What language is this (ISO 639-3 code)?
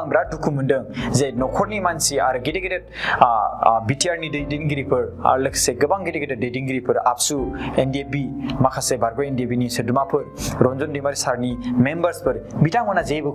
brx